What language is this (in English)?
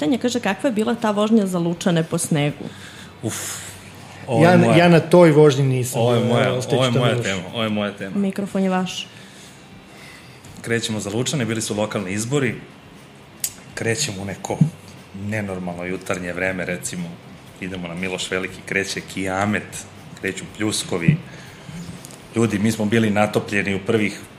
Serbian